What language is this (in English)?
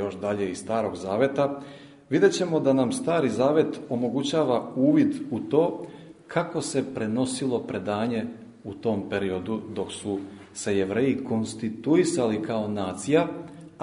Serbian